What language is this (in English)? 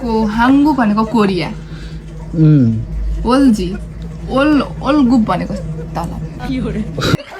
Nepali